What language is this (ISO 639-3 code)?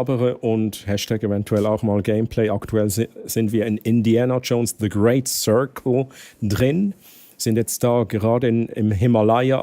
gsw